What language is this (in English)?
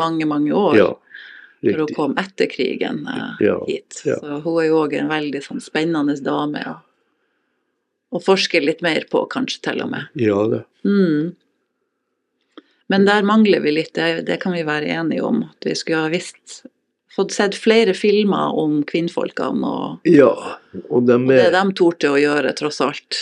Norwegian